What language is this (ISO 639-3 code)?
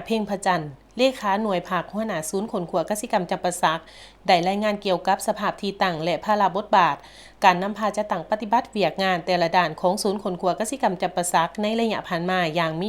lao